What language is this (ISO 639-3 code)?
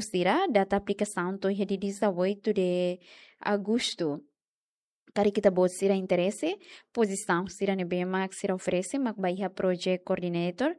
tet